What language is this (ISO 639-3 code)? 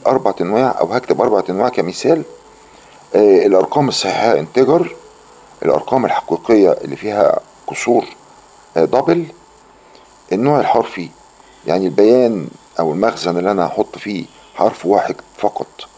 arz